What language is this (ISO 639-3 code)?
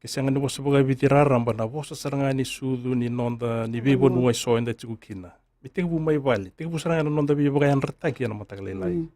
fij